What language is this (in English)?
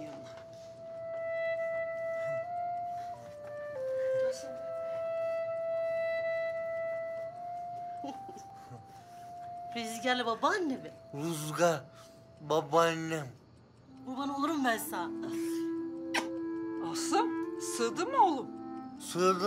Turkish